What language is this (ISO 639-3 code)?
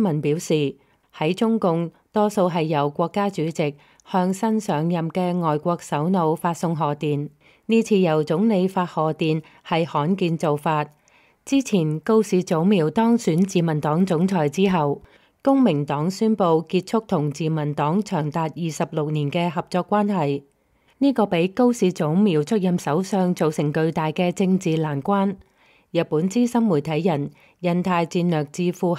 yue